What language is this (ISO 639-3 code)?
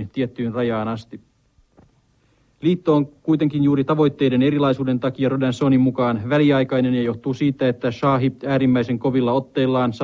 fin